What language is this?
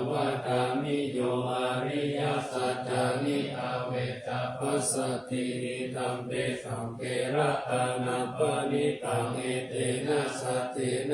Pali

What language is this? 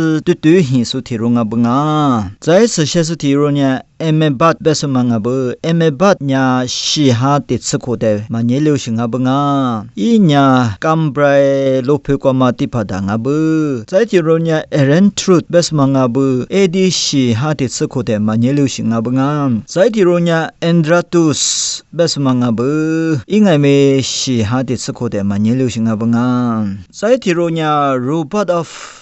Lisu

